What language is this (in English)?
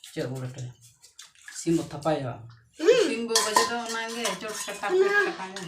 Santali